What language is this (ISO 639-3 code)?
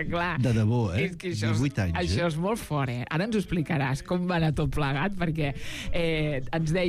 cat